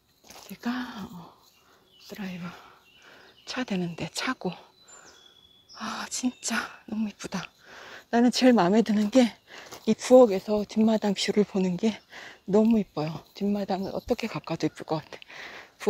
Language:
Korean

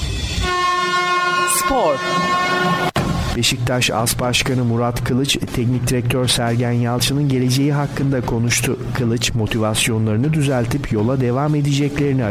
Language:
Turkish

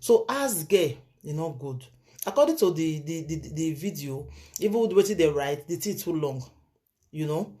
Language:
Nigerian Pidgin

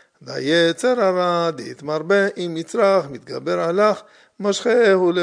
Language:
Hebrew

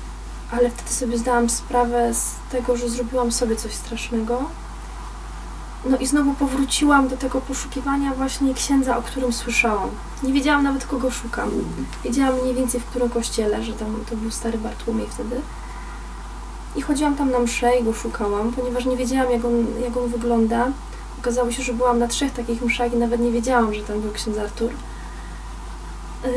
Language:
Polish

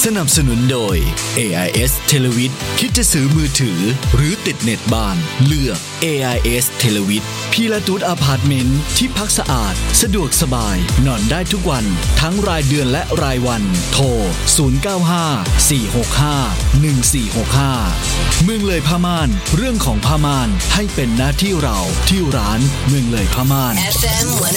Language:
Thai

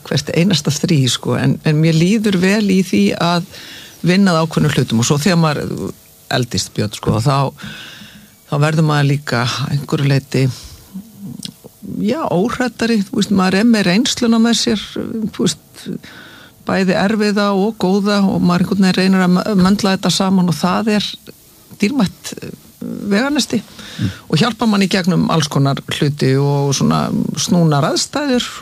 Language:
Icelandic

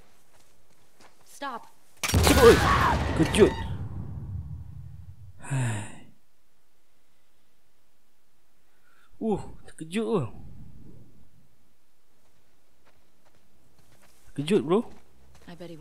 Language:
Malay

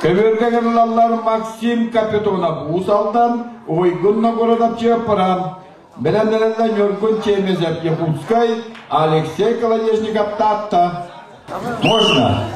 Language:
Yakut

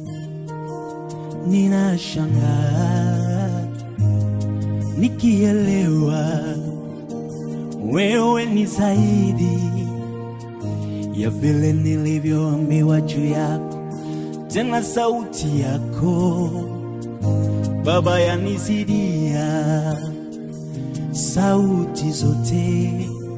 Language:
Swahili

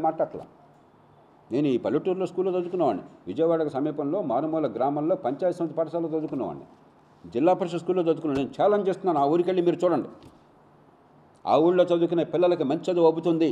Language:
Telugu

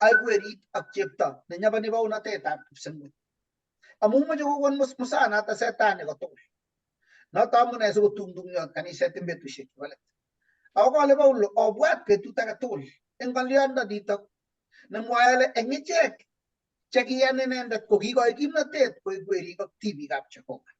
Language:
Kalenjin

